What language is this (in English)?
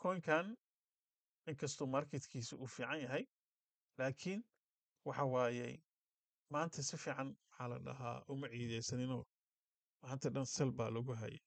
Somali